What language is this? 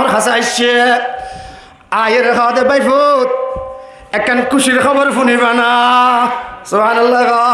Rohingya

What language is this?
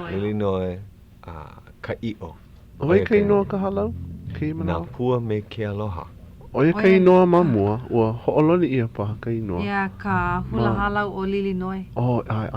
Hawaiian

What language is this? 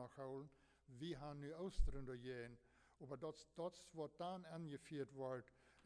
Plautdietsch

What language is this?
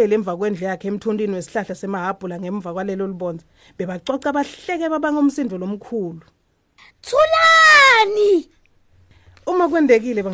Swati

